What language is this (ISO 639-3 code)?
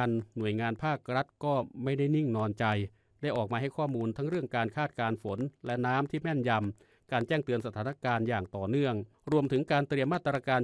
tha